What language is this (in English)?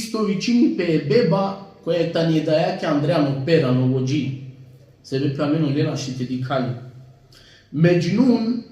Balkan Romani